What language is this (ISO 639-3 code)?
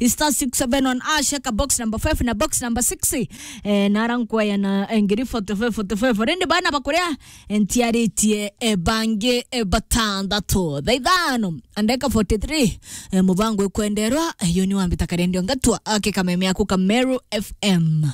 mer